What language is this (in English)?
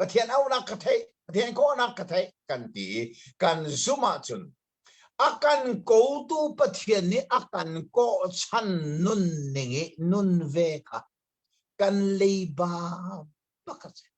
Hakha Chin